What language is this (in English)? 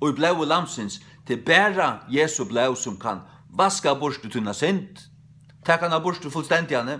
Faroese